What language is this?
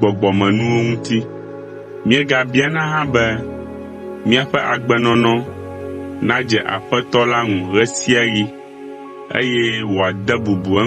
Ewe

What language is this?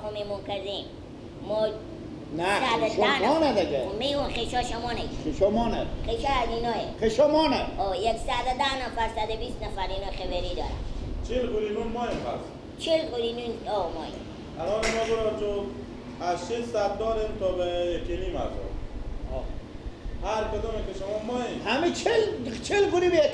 Persian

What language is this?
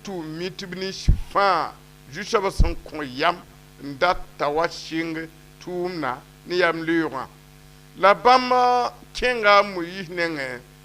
Mossi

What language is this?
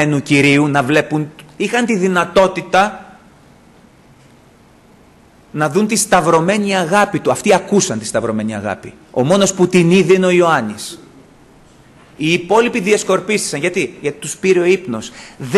Greek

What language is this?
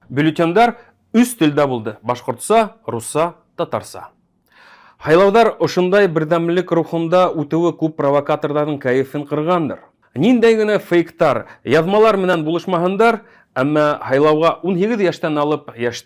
Bashkir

